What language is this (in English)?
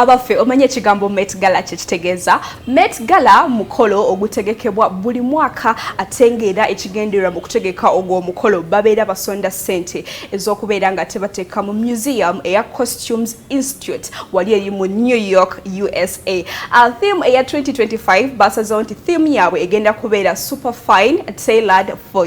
Ganda